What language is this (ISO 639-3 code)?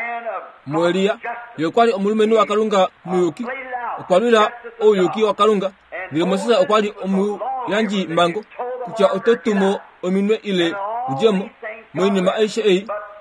kua